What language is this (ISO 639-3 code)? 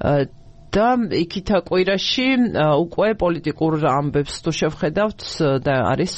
kat